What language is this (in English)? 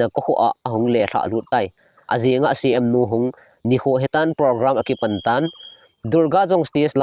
Thado Chin